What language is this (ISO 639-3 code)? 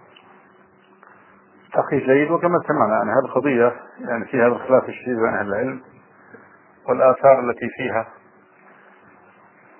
ara